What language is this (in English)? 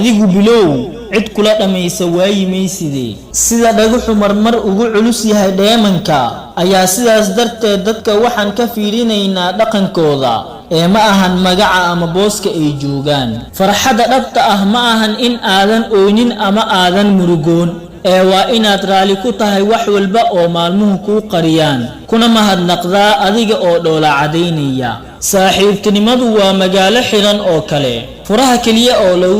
Somali